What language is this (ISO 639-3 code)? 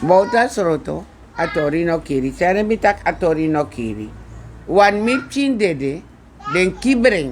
srn